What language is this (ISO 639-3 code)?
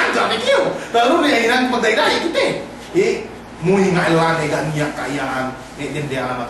yka